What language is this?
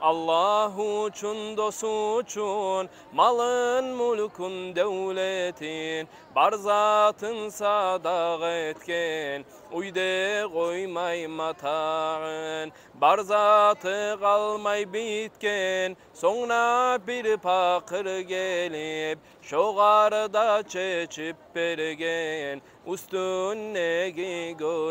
Kumyk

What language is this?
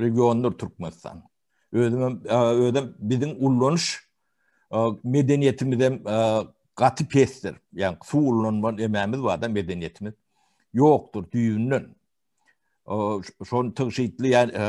Turkmen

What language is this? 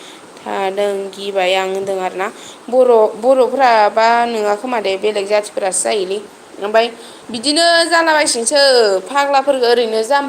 Bodo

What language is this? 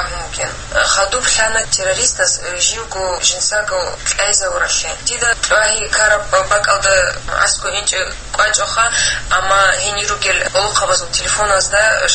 Avaric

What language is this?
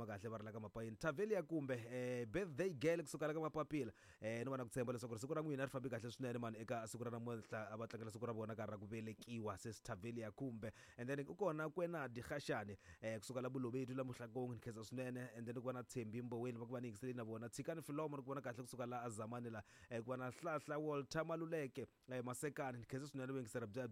Tsonga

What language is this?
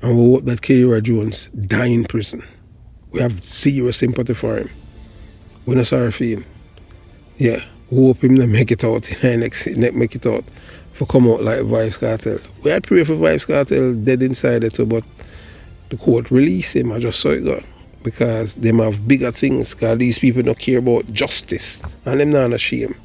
Jamaican Creole English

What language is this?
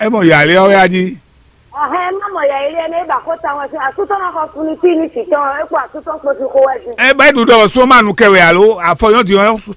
Fon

